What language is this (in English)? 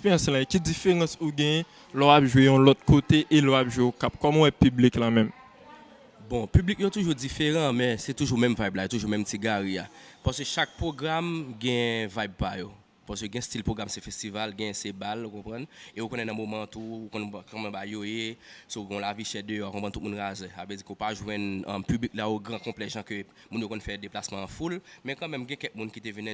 Haitian Creole